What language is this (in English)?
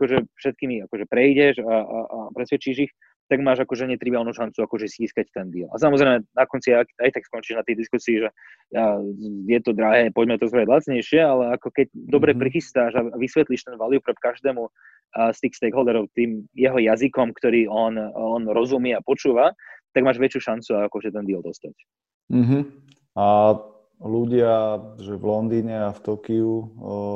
Slovak